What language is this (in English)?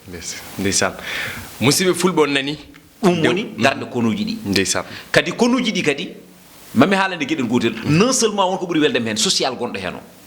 Fula